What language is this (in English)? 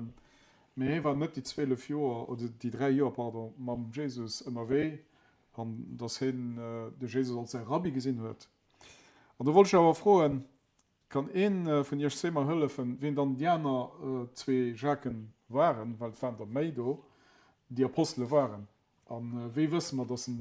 Luxembourgish